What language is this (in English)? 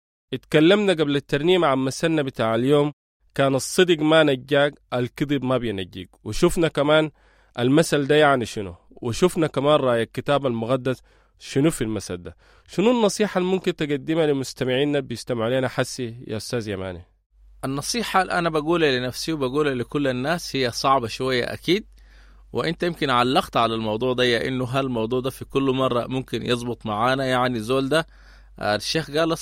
Sudanese Arabic